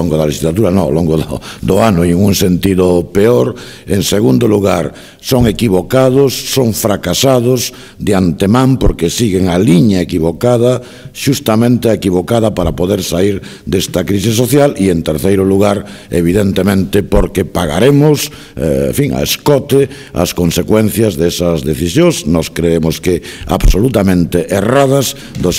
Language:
Galician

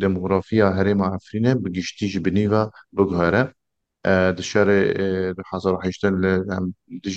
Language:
Kurdish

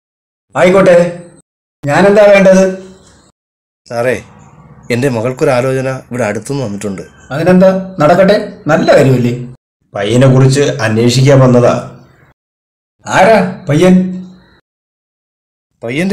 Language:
Malayalam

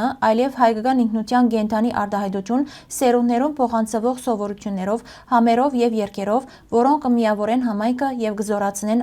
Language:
Western Armenian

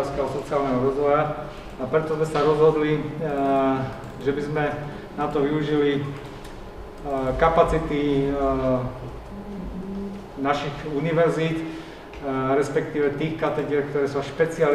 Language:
Slovak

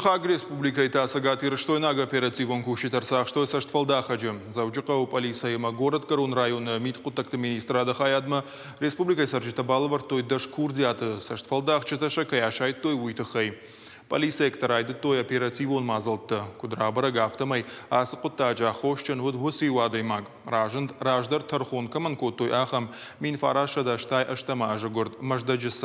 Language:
Ossetic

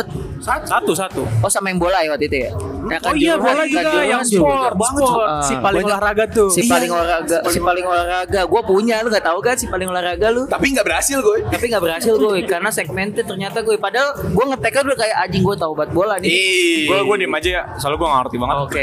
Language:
Indonesian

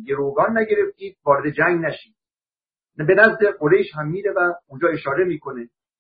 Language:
Persian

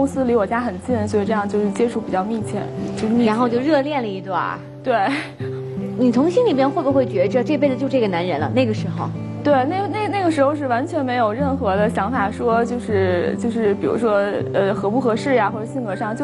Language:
Chinese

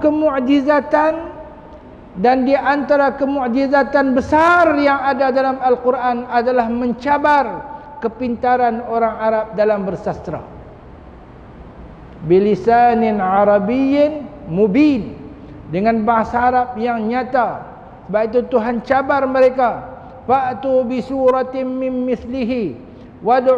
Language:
Malay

